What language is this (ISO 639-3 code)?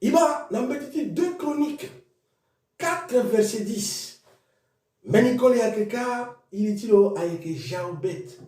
sag